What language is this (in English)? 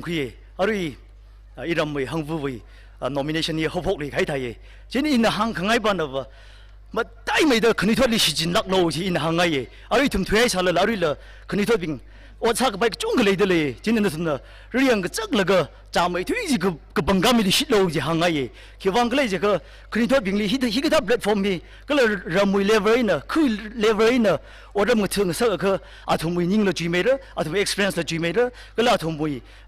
Tangkhul Naga (India)